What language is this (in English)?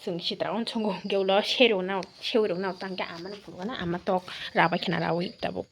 Kok Borok